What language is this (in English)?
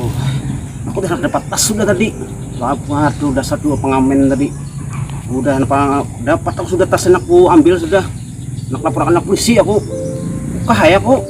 Banjar